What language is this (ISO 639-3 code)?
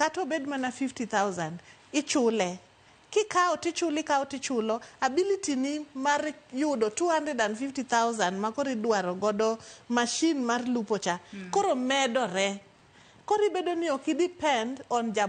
luo